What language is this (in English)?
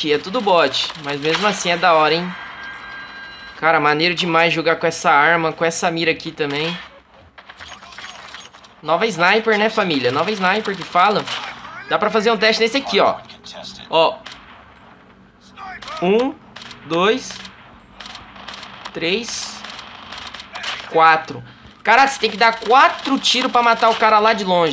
Portuguese